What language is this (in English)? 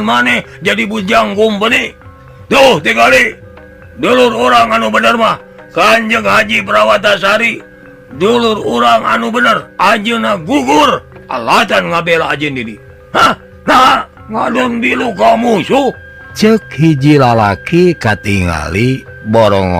Sundanese